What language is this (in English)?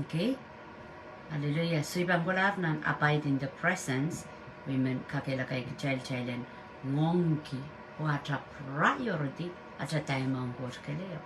Pohnpeian